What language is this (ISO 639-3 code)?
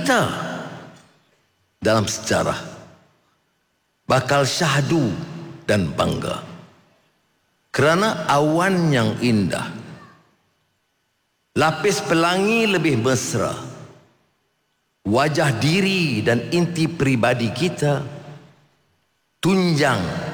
msa